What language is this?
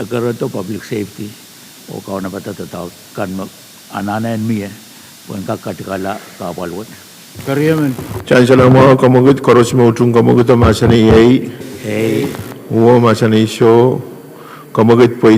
Pohnpeian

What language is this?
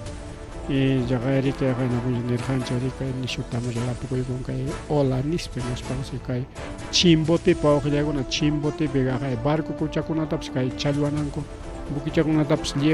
Ayacucho Quechua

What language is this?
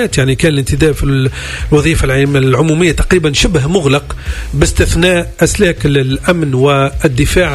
Tunisian Arabic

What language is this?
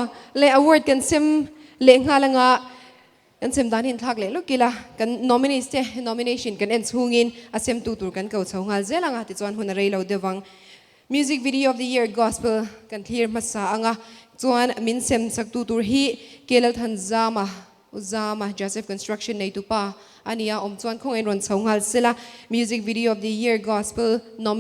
Mizo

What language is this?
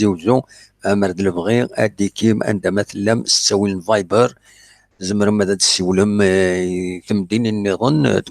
Kabyle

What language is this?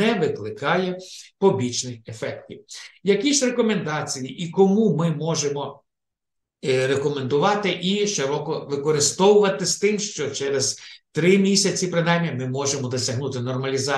Ukrainian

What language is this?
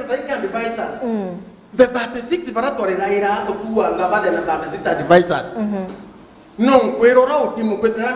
Meru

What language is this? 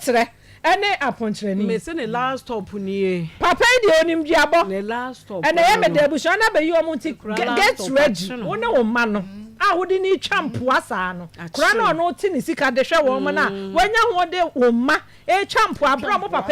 Akan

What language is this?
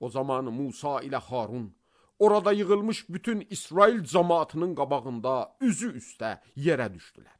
Azerbaijani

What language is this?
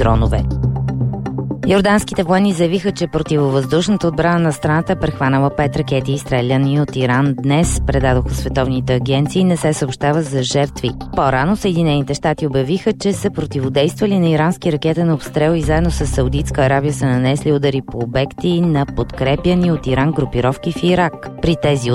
Bulgarian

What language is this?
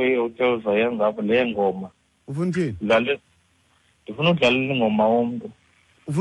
Xhosa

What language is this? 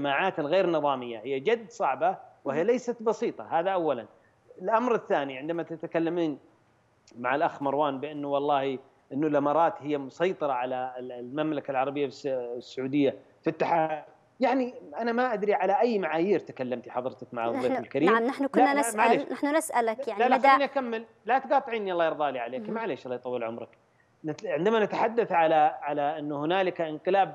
Arabic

